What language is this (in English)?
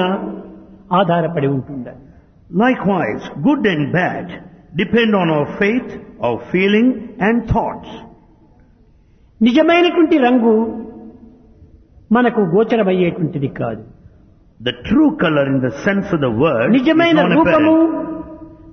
Telugu